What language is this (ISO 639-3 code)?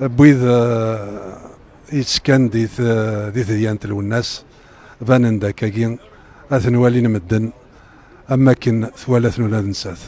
kab